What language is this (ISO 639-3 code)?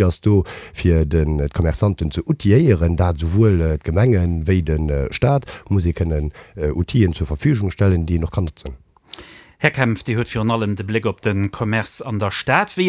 ltz